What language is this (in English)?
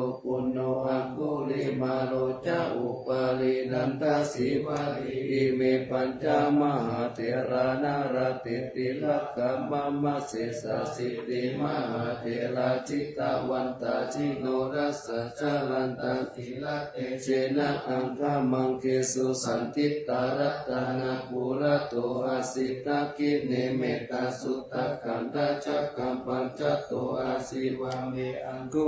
Pali